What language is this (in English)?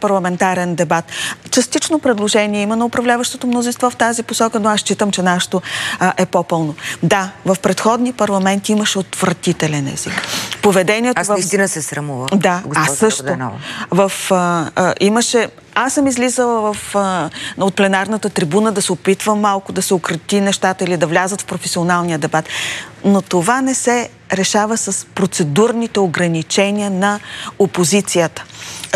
Bulgarian